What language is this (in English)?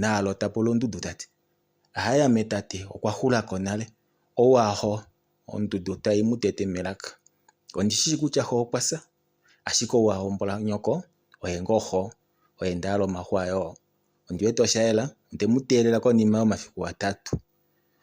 Kuanyama